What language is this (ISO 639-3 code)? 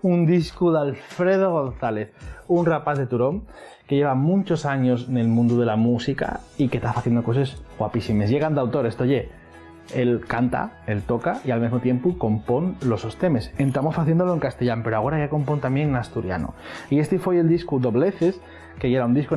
ast